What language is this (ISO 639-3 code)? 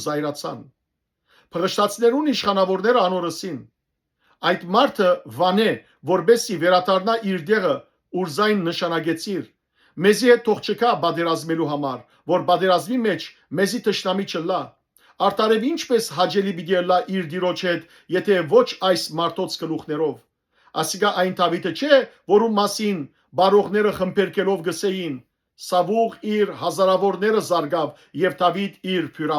hyw